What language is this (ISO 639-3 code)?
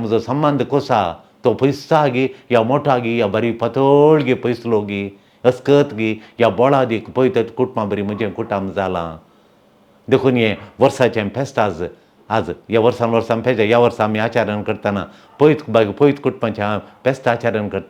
kok